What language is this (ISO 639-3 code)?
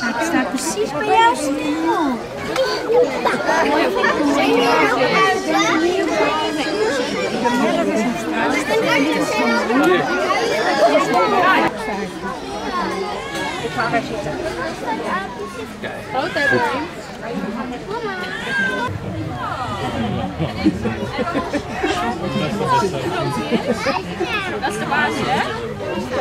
nld